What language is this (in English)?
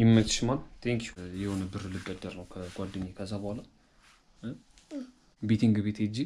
Amharic